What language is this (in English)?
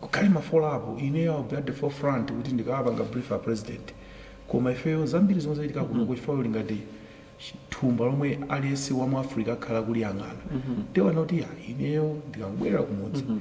Nyanja